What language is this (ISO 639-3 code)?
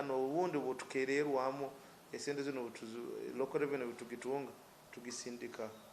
nyn